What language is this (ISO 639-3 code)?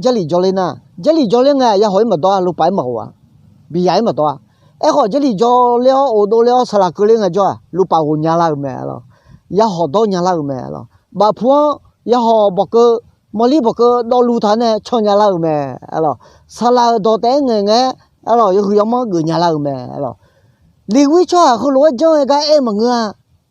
ahk